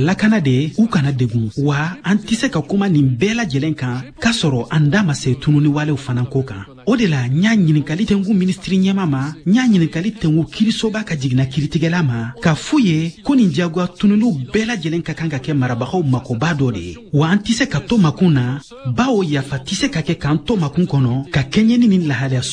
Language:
Bambara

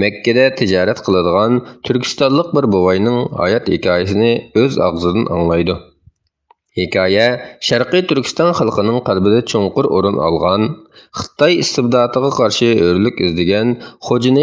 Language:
Uyghur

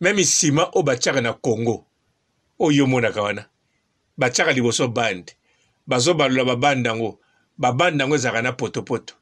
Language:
Lingala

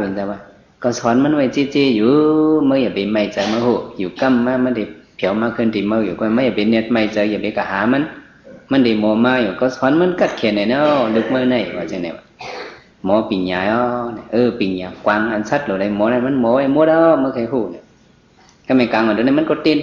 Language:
Shan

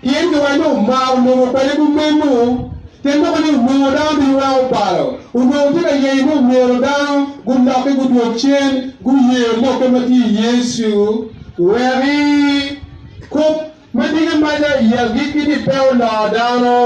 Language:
Acoli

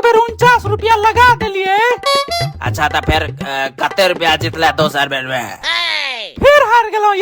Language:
Maithili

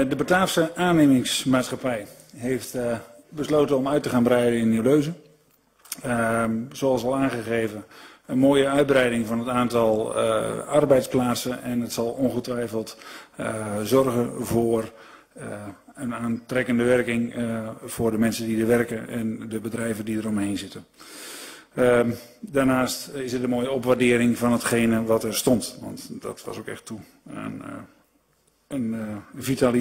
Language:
Dutch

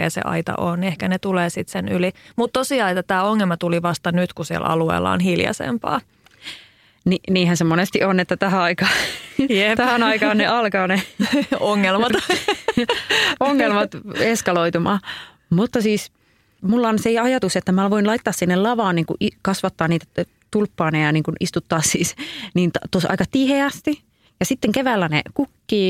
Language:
Finnish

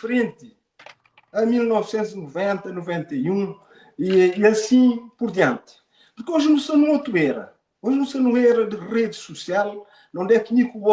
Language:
Kabuverdianu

